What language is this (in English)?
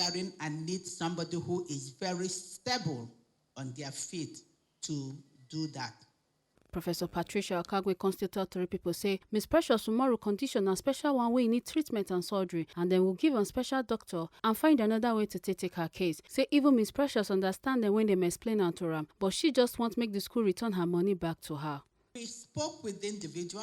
Nigerian Pidgin